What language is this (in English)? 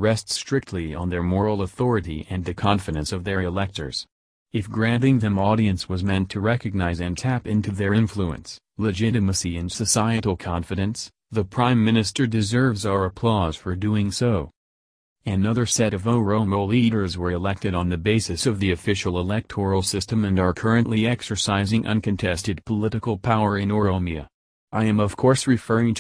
English